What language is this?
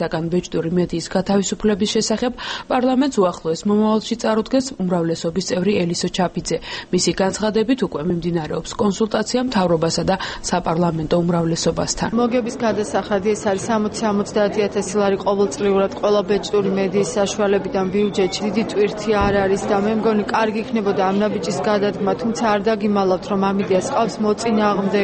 Georgian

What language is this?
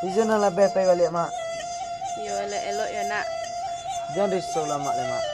Minangkabau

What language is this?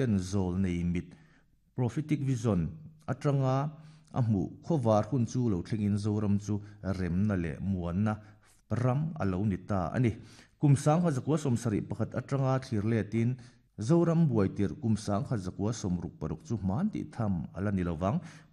Mizo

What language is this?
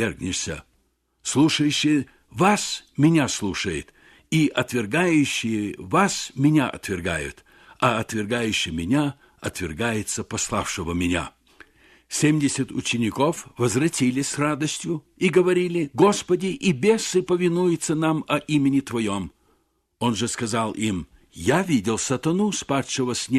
Russian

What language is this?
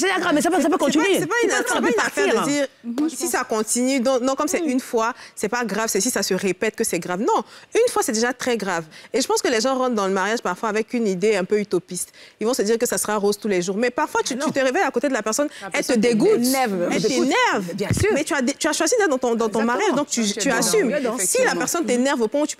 French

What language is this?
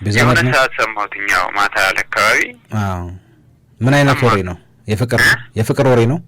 Amharic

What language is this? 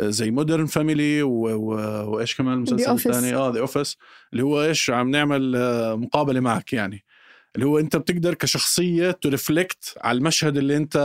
North Levantine Arabic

